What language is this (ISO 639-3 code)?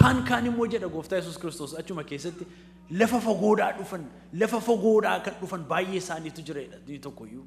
orm